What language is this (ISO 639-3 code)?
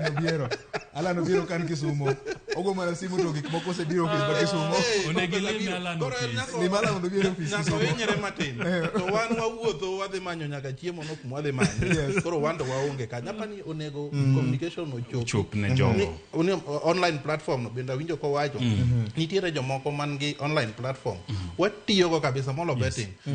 luo